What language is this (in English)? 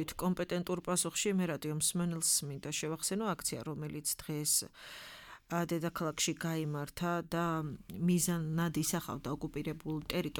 Georgian